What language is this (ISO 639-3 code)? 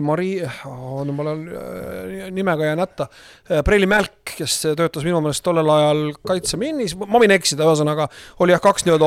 est